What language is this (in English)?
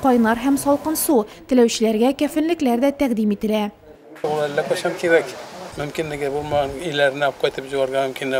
Tatar